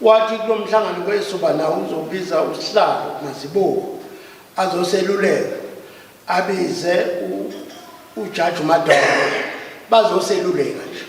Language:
Zulu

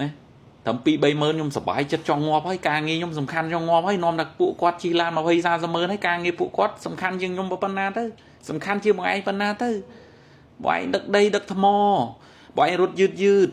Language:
Khmer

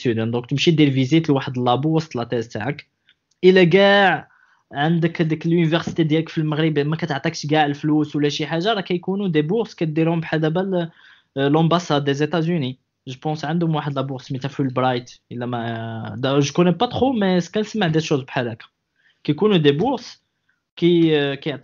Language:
Moroccan Arabic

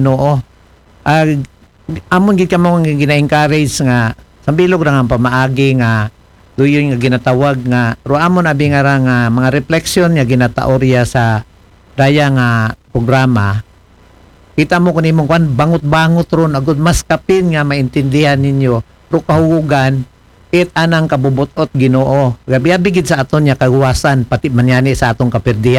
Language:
Aklanon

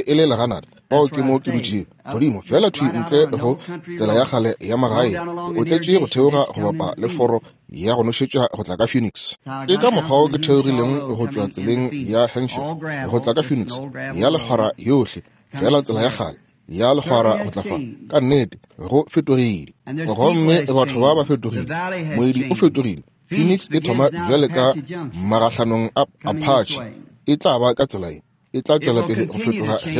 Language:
Northern Sotho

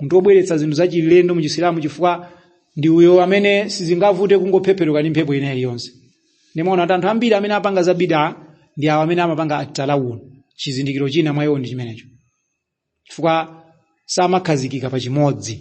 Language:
Nyanja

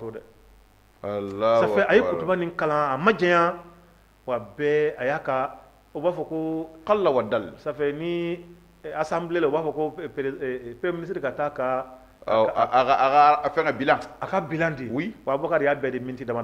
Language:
Bambara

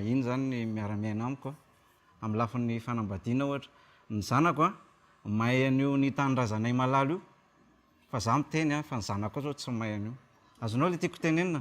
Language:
Malagasy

